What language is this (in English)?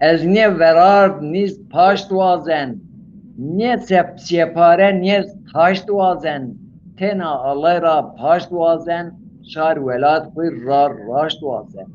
Zaza